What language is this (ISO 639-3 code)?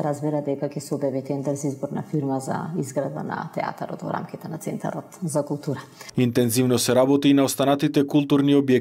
mkd